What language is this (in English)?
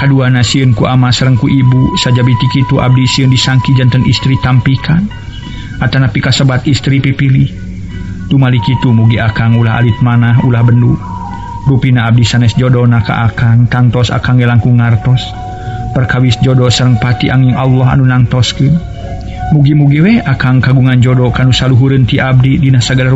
Sundanese